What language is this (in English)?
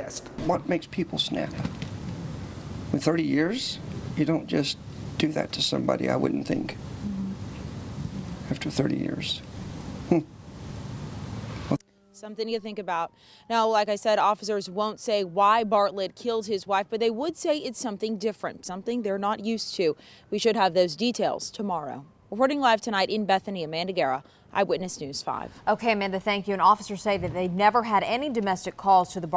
English